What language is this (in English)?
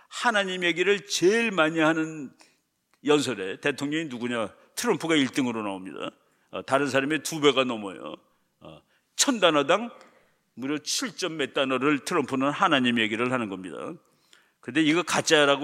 Korean